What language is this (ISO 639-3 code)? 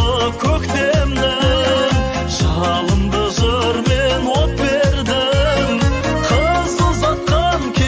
kaz